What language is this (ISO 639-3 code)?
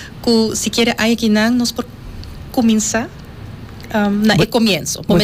pap